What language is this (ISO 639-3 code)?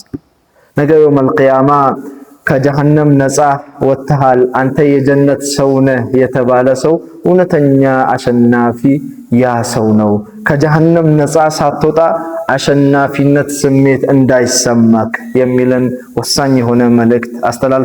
amh